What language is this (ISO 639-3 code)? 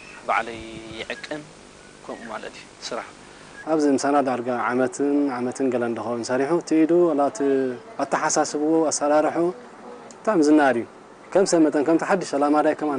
tir